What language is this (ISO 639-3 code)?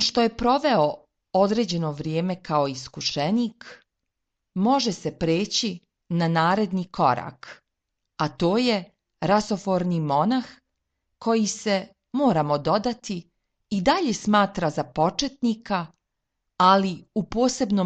srp